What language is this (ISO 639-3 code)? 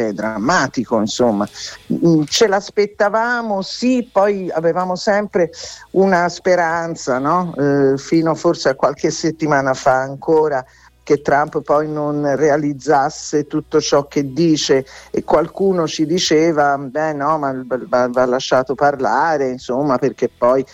ita